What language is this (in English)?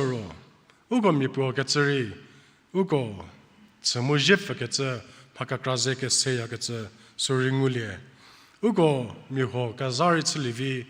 Angami Naga